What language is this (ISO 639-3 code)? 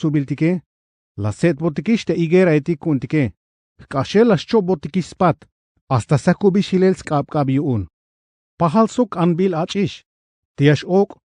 tzh